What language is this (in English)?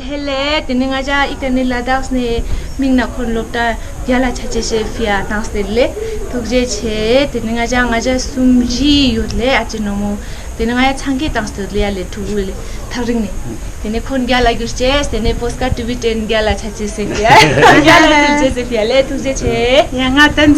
Tibetan